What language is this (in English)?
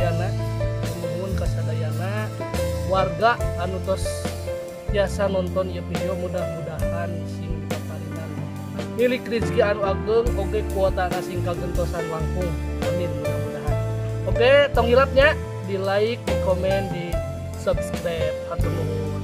Sundanese